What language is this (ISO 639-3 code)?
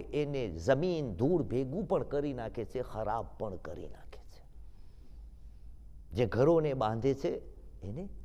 guj